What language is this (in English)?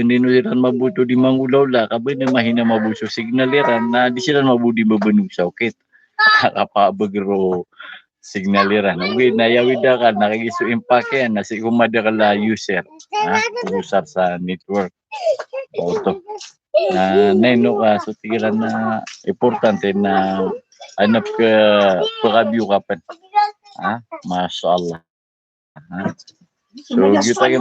Maranao